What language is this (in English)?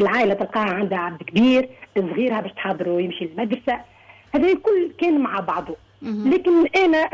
Tunisian Arabic